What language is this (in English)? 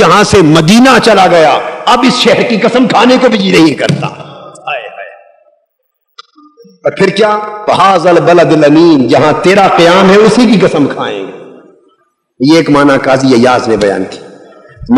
Urdu